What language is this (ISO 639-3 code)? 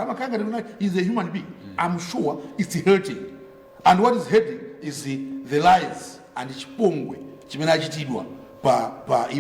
nya